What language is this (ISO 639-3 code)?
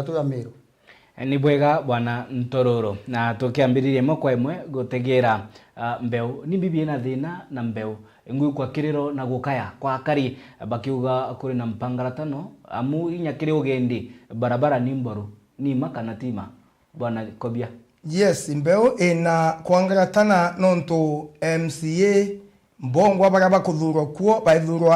mer